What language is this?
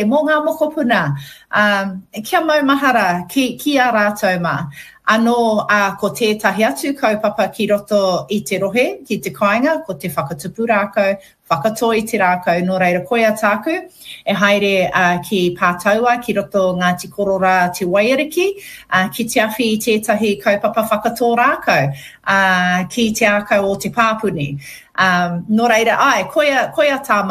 Māori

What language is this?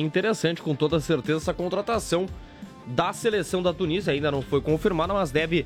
Portuguese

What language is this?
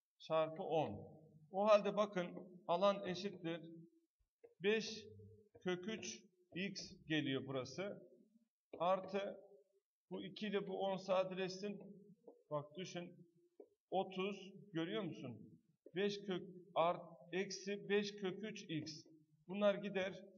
Turkish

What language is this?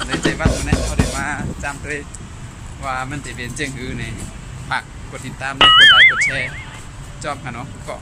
Shan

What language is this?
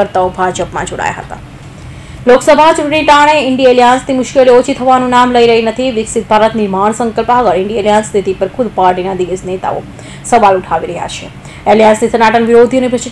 Gujarati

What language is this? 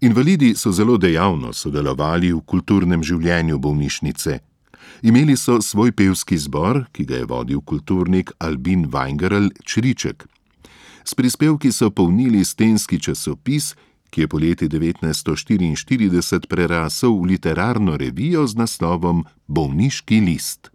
Slovenian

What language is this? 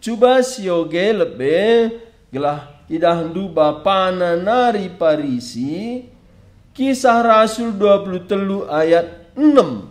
Batak Karo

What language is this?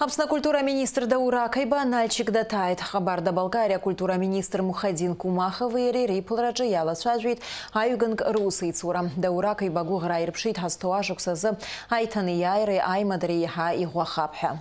Abkhazian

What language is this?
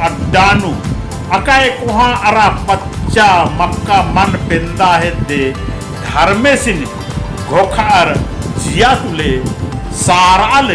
Kurukh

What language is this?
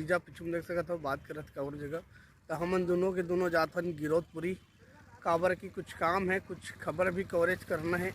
Chhattisgarhi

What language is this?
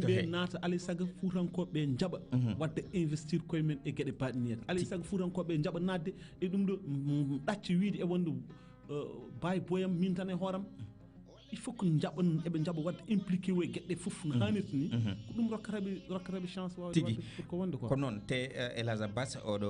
Fula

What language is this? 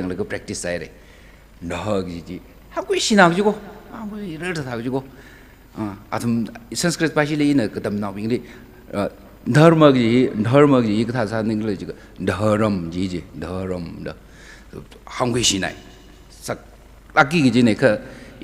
Tangkhul Naga (India)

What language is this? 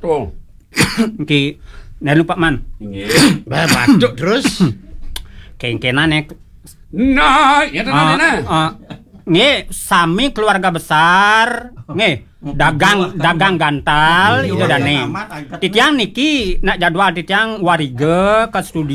Balinese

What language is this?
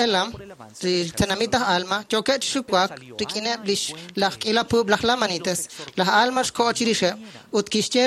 Kekchí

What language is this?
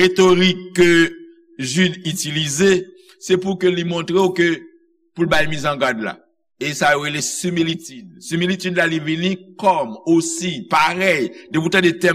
Haitian Creole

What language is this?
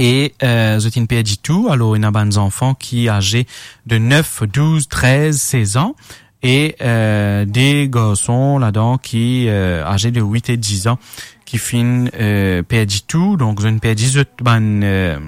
Morisyen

